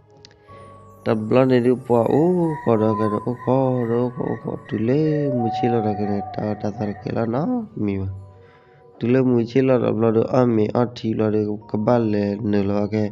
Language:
S'gaw Karen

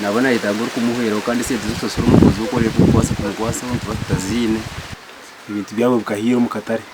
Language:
Nyankole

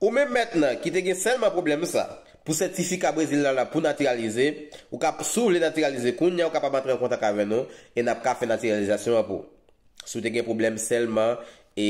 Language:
Haitian Creole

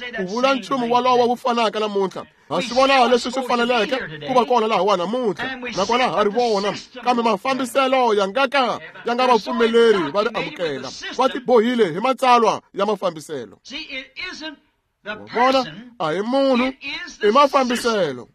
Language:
Tsonga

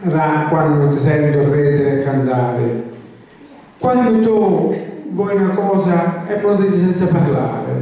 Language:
Sicilian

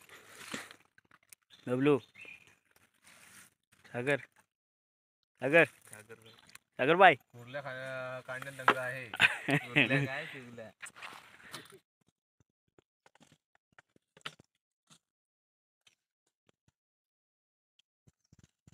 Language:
Marathi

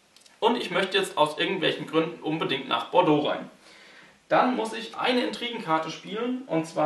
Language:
German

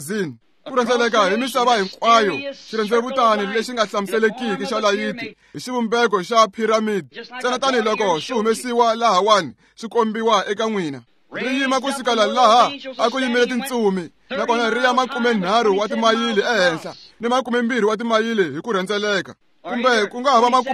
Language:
Tsonga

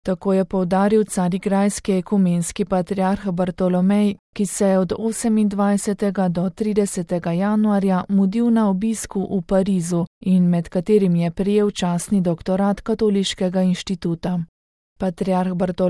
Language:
Slovenian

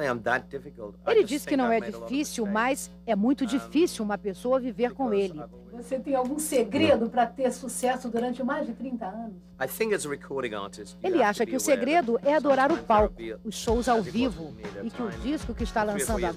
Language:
Portuguese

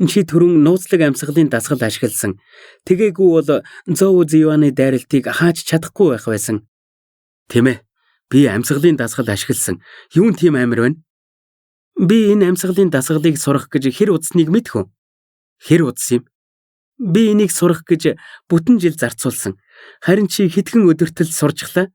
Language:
Mongolian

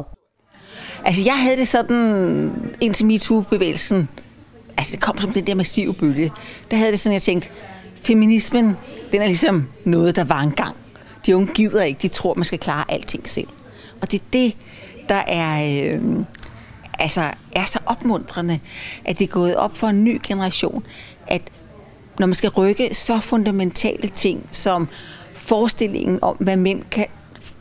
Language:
Danish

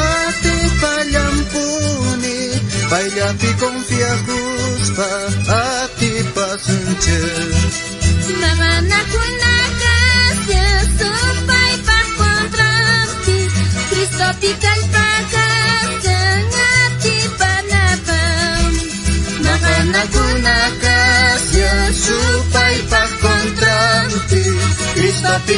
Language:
South Bolivian Quechua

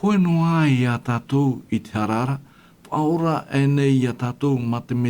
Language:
Tahitian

